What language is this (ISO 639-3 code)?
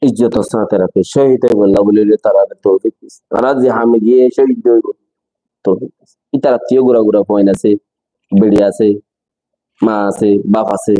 rhg